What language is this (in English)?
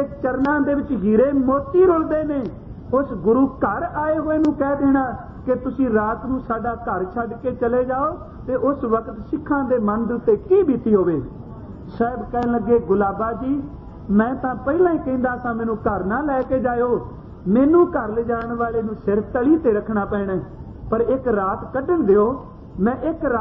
Punjabi